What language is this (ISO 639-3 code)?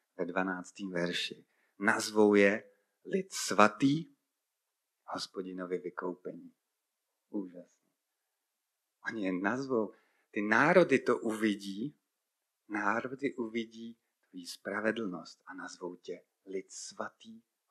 ces